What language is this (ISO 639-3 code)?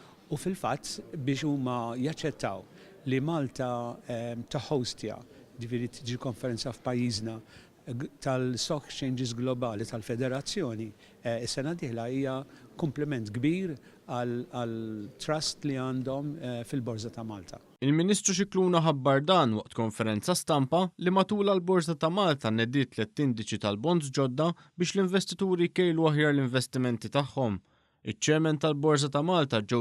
mlt